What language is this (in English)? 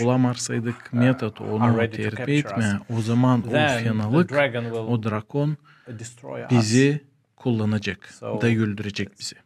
Gagauz